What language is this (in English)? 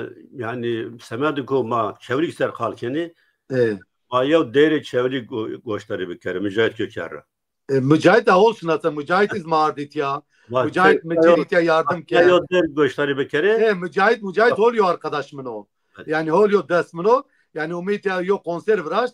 Zaza